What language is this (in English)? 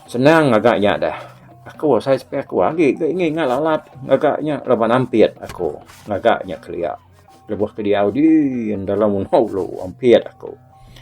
Iban